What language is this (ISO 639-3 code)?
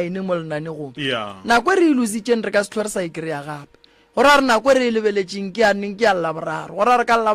nso